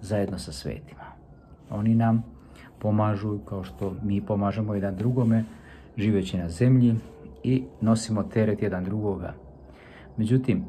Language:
Croatian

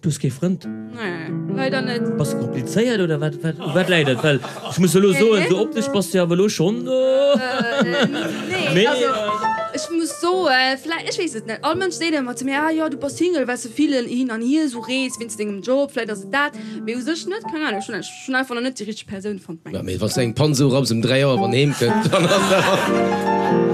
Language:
Luxembourgish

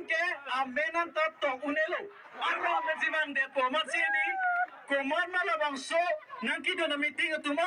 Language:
Karbi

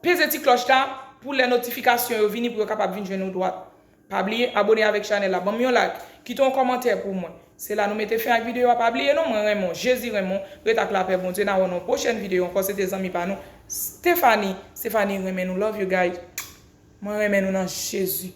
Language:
Haitian Creole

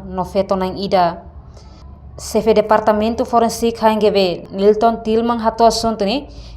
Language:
Tetum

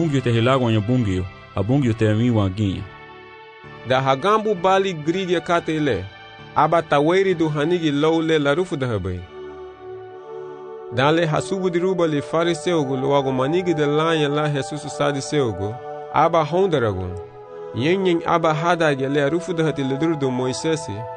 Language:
Garifuna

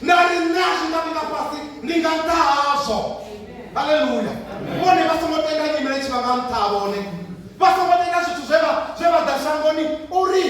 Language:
Venda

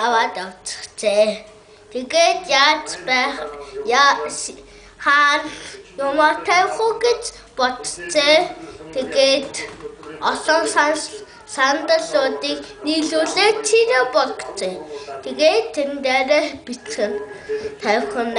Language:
Mongolian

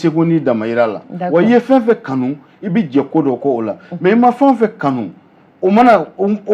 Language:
Bambara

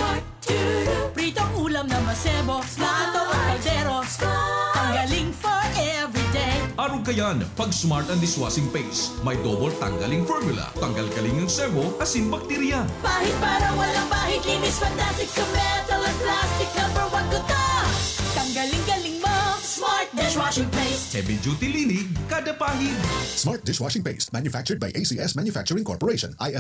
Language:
Bikol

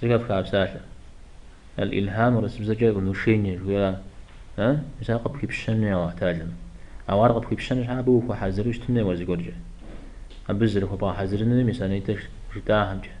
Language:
Kabardian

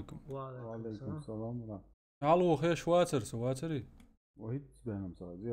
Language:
Chechen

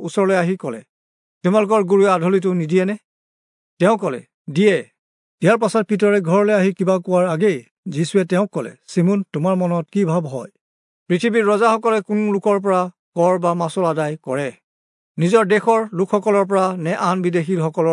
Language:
Assamese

